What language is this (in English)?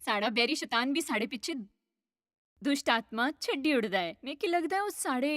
Dogri